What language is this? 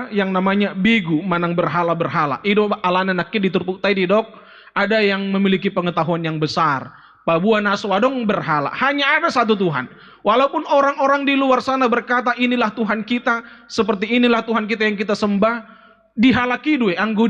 Batak Toba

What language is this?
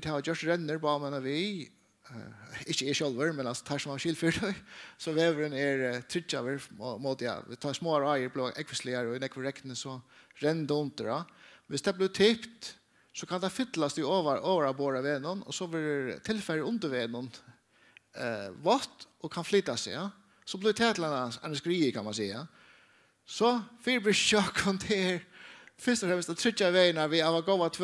Faroese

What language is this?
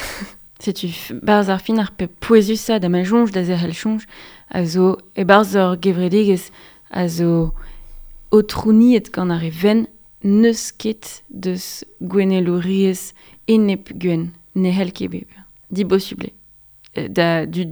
Breton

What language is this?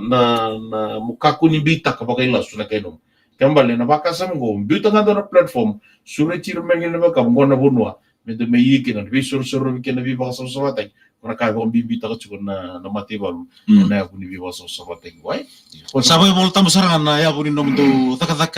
Fijian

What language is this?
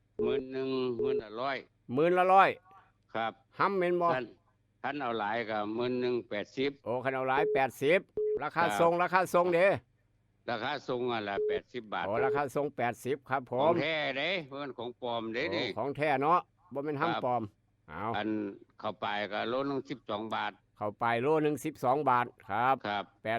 Northeastern Thai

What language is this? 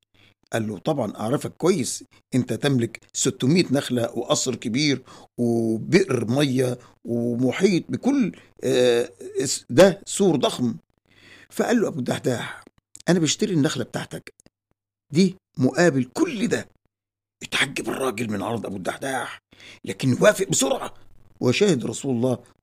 Egyptian Arabic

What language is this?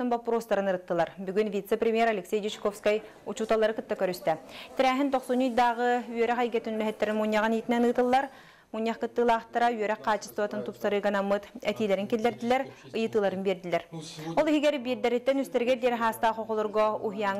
Yakut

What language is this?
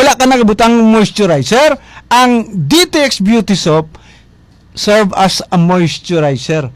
Hiligaynon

